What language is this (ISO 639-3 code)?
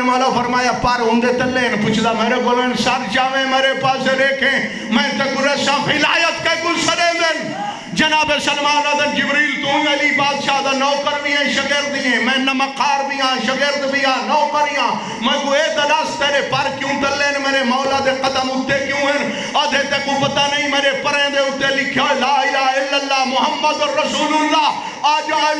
skr